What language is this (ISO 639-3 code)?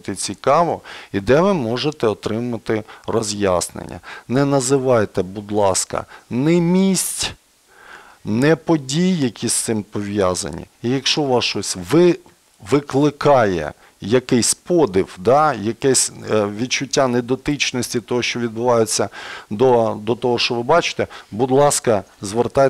ukr